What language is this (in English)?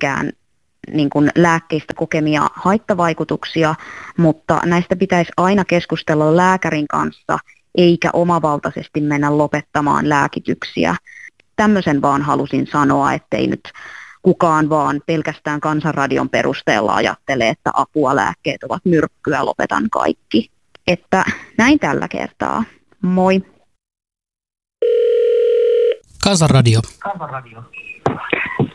Finnish